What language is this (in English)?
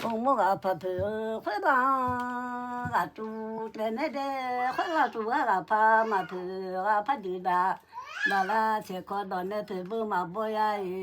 Akha